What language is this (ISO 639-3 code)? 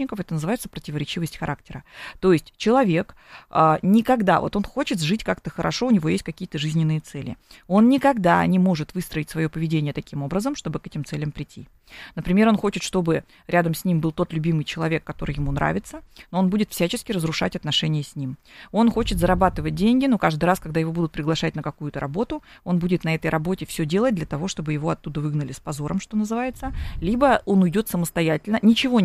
rus